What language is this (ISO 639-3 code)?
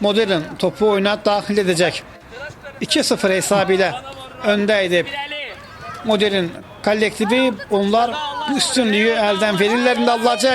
aze